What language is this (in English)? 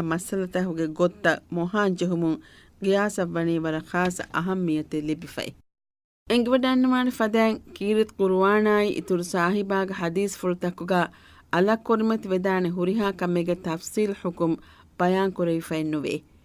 Divehi